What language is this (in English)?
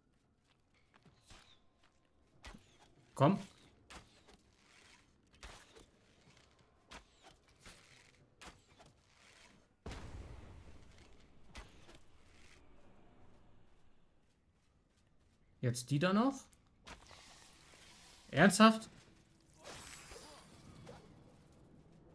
German